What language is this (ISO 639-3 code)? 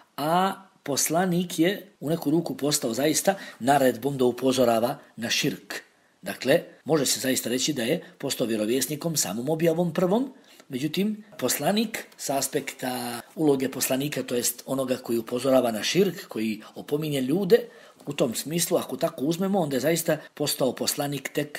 bos